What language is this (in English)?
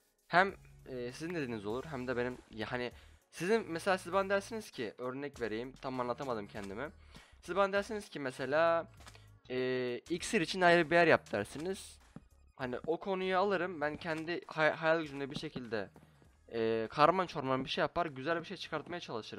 Turkish